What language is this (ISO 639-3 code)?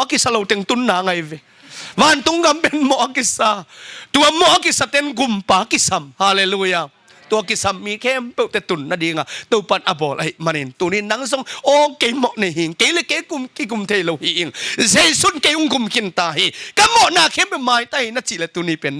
ctd